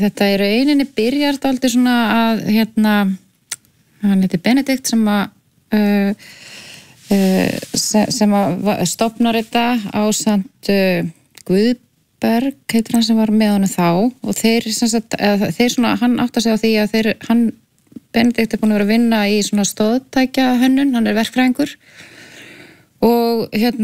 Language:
Icelandic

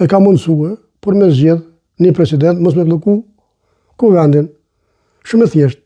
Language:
Albanian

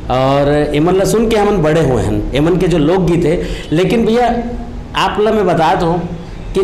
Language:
Chhattisgarhi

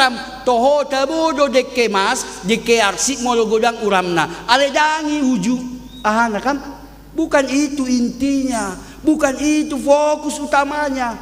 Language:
Batak Toba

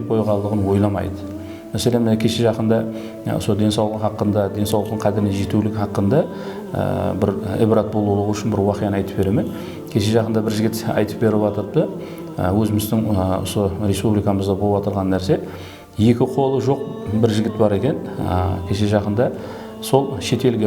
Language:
Kara-Kalpak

